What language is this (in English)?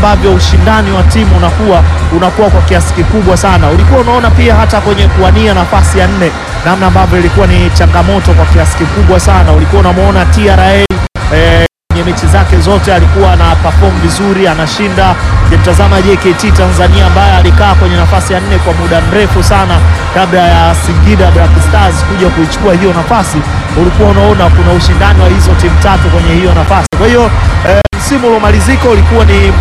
Swahili